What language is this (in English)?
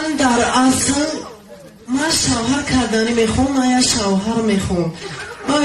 Tajik